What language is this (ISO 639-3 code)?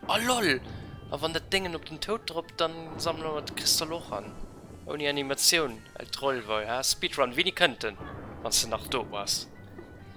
ltz